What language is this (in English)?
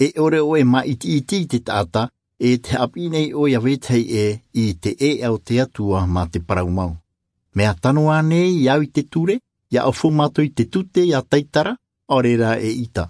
Tahitian